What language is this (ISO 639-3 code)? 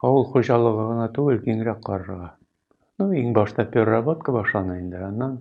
tat